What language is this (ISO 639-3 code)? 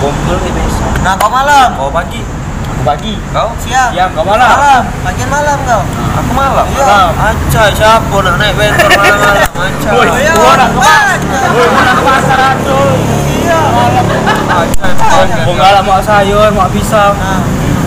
mui